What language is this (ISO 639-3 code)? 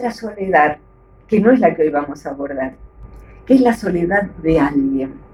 spa